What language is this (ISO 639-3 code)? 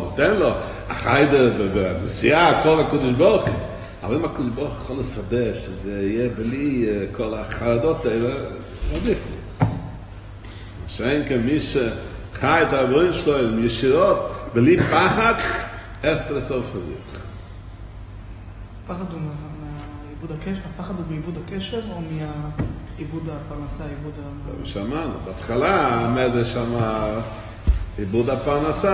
heb